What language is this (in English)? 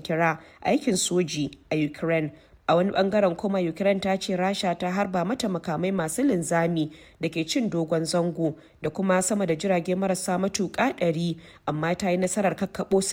Hausa